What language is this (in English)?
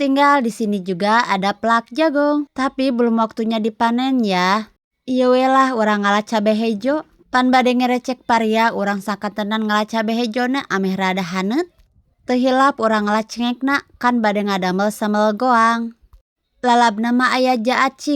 Sundanese